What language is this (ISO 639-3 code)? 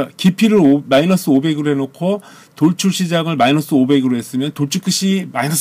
kor